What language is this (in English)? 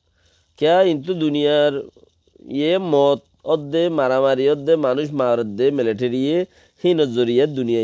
Rohingya